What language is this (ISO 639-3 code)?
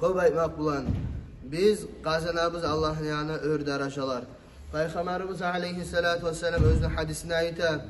kum